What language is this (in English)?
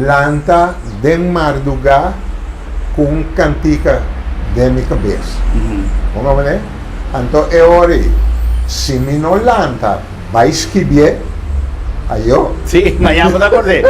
Papiamento